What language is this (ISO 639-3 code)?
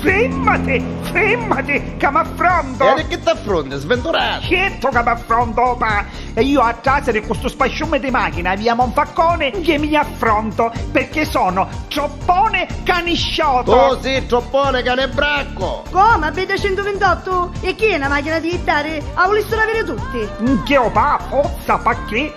nap